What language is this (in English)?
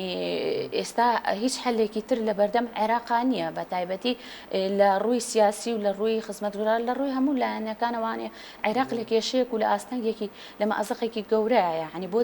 Central Kurdish